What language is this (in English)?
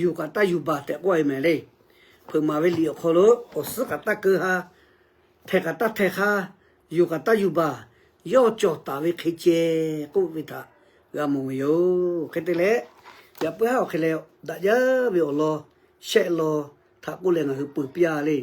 Lahu